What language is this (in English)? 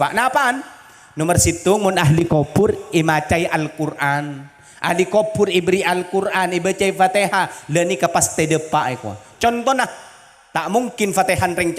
Madurese